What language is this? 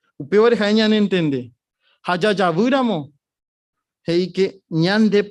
Guarani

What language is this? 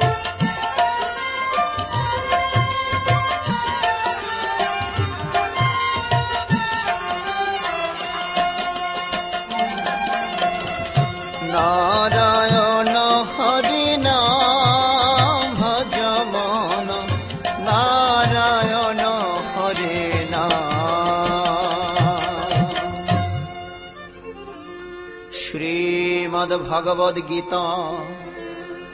Bangla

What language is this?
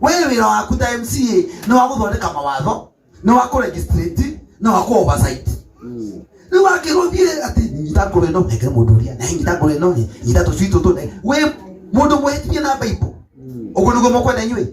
Kikuyu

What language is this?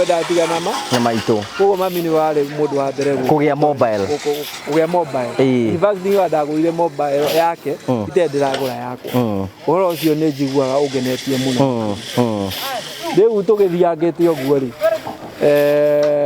Kikuyu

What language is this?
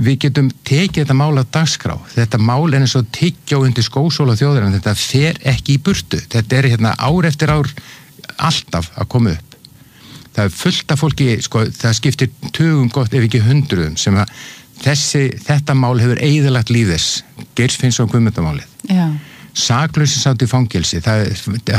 Icelandic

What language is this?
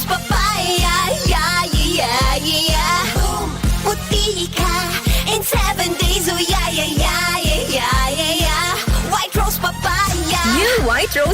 Bikol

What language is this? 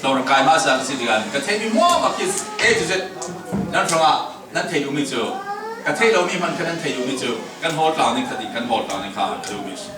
Falam Chin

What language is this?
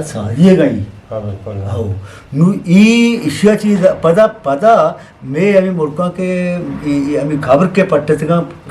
Eastern Balochi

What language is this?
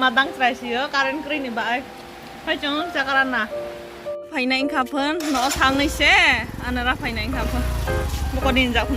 Kok Borok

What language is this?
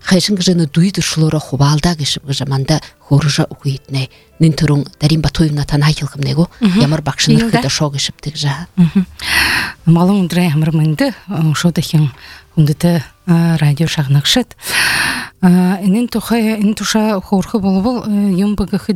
Buriat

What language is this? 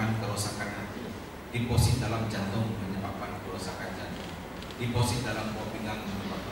Malay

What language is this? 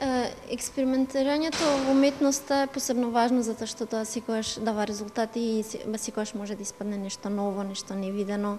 Macedonian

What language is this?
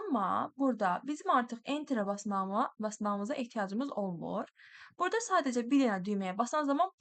Azerbaijani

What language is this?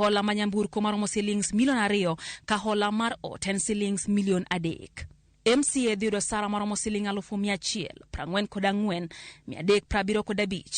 Luo (Kenya and Tanzania)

